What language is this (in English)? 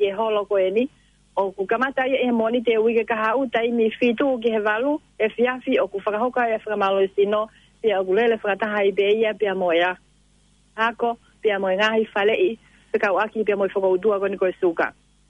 Tongan